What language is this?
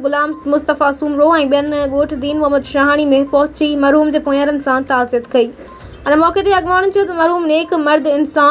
Sindhi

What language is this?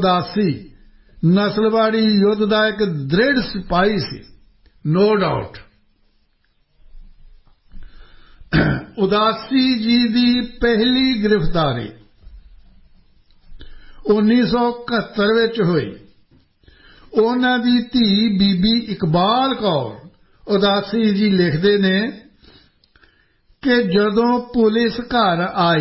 Punjabi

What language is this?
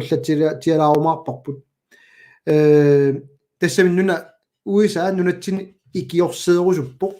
Kalaallisut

